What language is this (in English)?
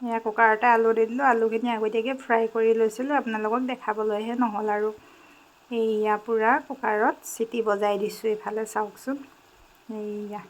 Assamese